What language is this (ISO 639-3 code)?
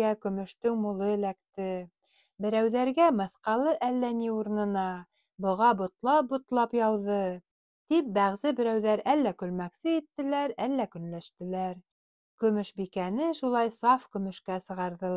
bak